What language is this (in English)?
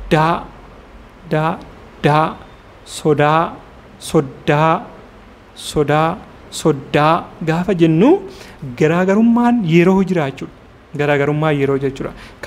Oromo